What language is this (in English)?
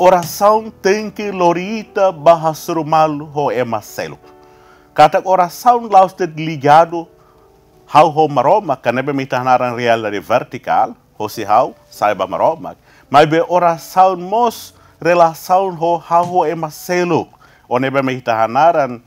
Tetum